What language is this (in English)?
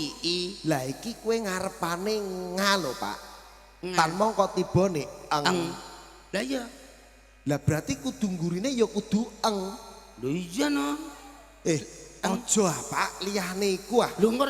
Javanese